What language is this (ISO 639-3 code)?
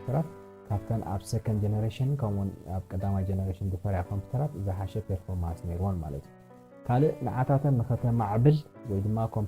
tir